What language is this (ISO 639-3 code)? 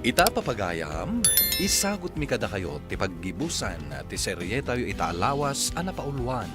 ilo